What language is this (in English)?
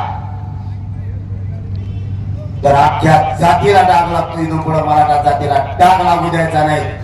Marathi